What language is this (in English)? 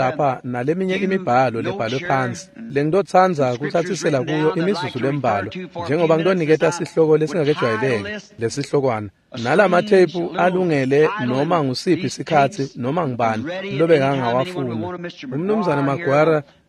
Swati